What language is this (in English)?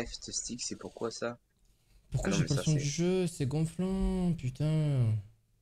French